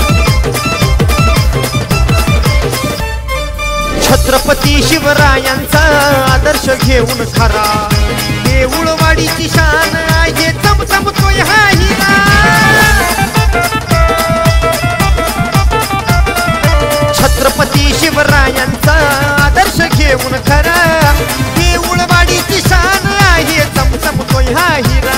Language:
Marathi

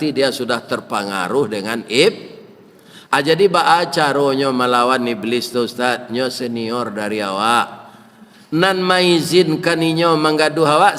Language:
Minangkabau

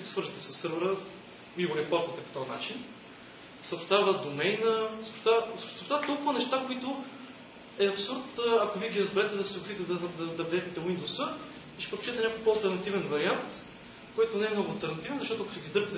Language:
Bulgarian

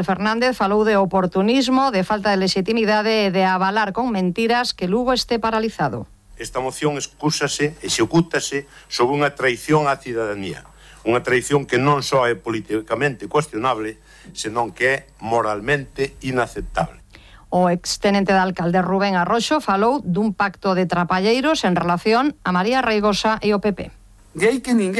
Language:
Galician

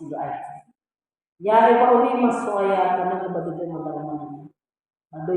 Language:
Nias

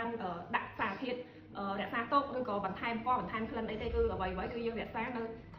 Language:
Khmer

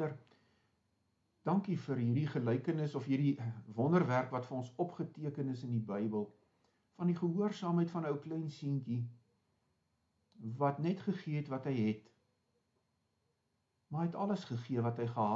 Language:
Afrikaans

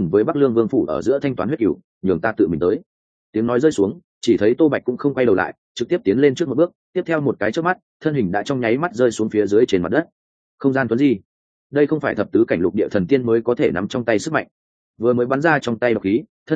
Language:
Vietnamese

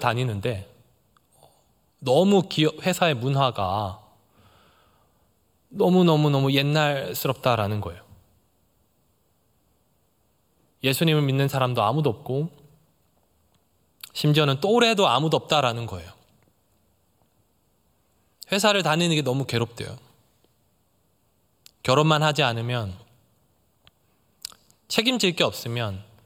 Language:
Korean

